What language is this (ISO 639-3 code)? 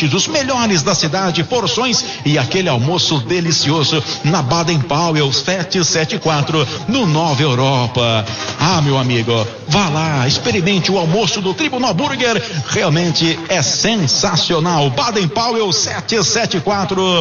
por